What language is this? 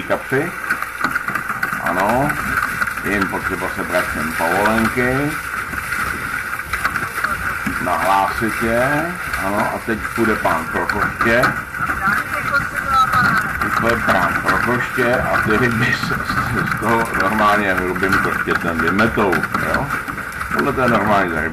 Czech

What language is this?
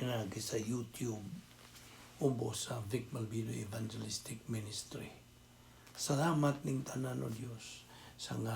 Cebuano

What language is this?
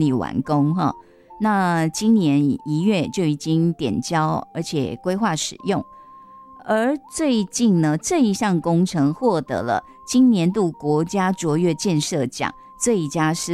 Chinese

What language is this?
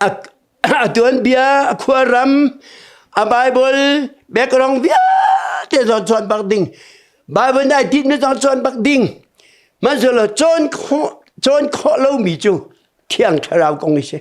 Hakha Chin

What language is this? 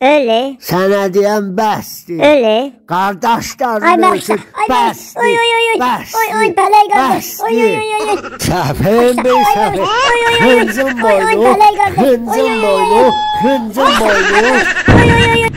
South Azerbaijani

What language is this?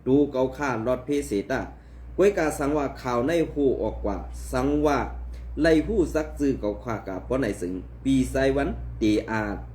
Shan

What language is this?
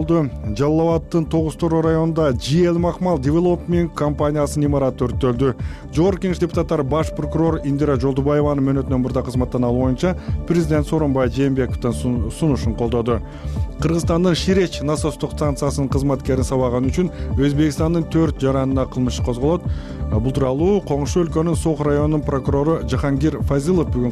Kyrgyz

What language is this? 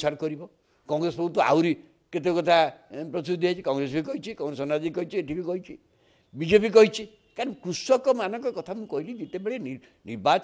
Odia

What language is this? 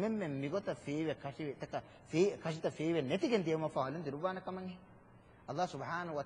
Divehi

